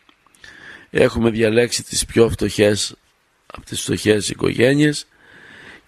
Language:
Greek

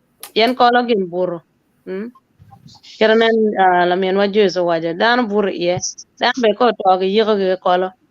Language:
Acoli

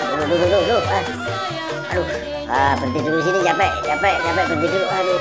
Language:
Betawi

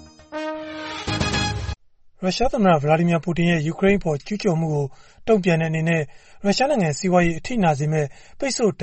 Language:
Burmese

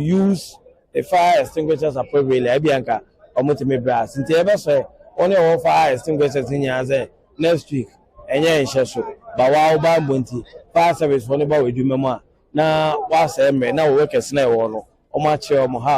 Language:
Akan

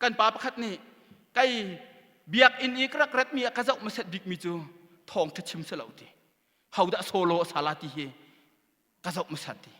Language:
Hakha Chin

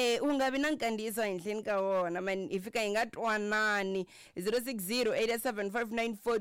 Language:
Tsonga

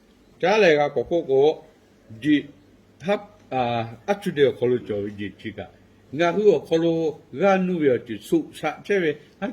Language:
Lahu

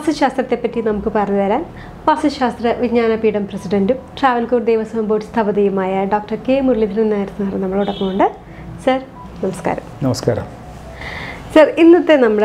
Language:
Malayalam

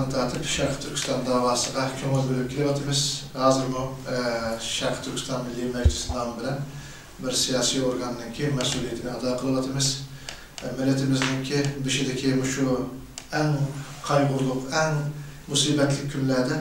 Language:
Uyghur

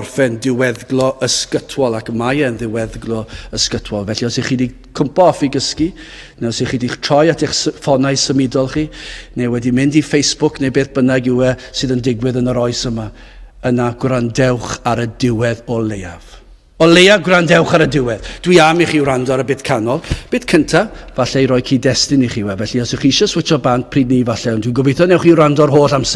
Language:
Welsh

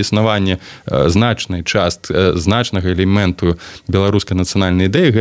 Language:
Belarusian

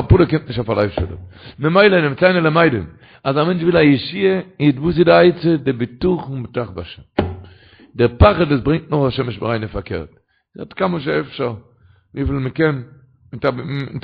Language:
Yiddish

